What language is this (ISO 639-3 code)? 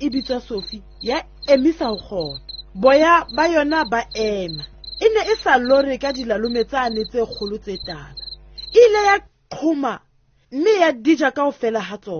sot